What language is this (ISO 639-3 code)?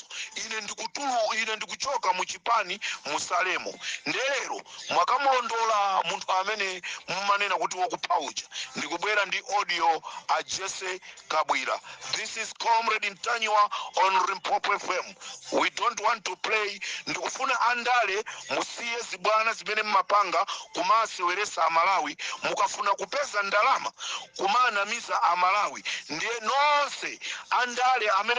nya